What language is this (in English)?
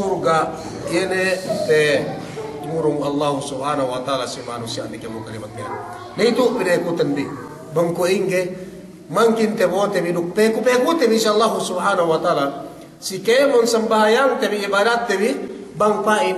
Yakan